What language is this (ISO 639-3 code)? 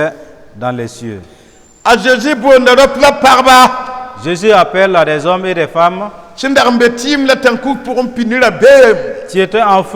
mos